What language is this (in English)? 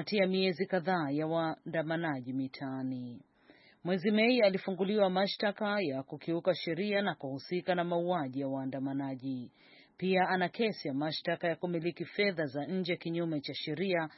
Swahili